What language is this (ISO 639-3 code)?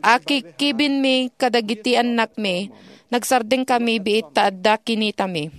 ilo